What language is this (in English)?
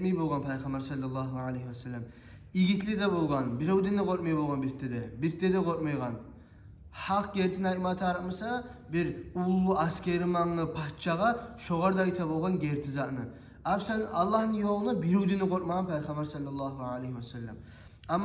Kumyk